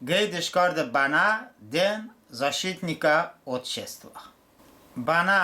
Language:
Talysh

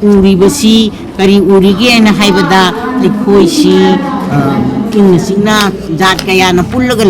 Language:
Manipuri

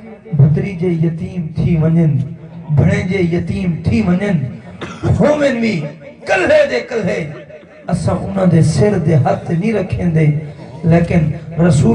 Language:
Saraiki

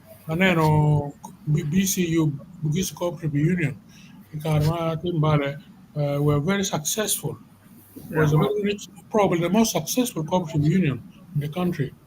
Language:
Acoli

